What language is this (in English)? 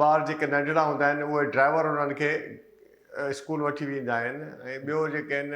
Sindhi